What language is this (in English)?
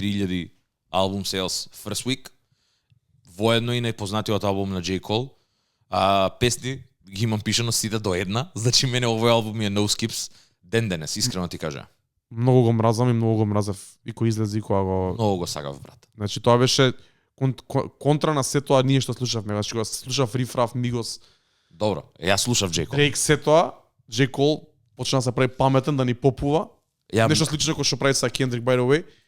Macedonian